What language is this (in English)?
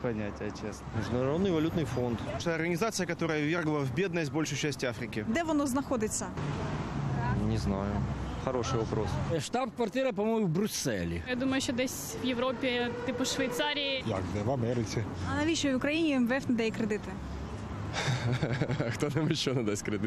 Ukrainian